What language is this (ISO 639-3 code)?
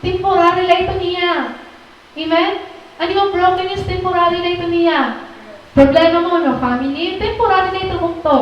war